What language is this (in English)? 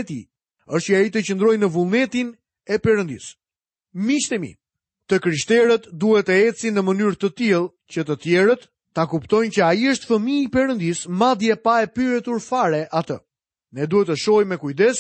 Albanian